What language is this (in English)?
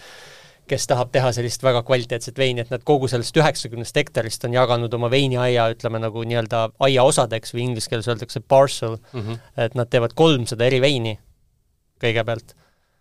Estonian